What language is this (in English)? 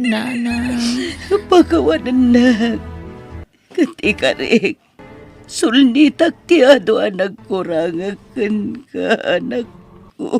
Iloko